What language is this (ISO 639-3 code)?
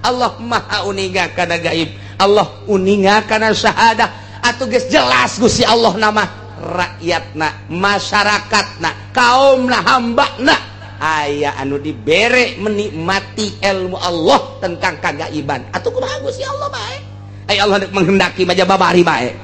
sun